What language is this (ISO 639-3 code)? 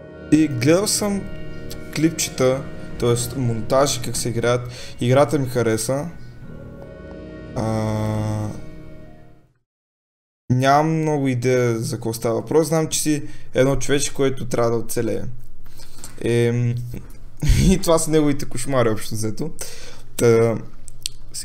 bul